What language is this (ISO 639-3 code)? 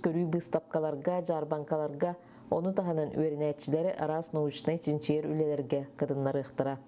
sah